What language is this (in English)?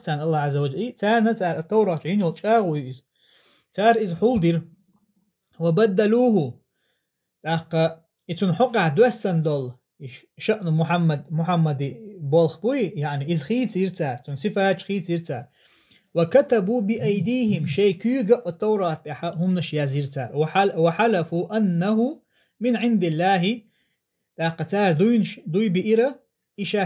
Chechen